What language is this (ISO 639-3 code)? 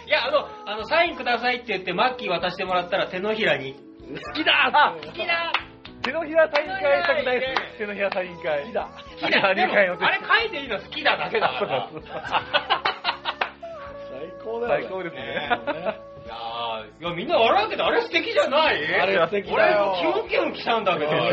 jpn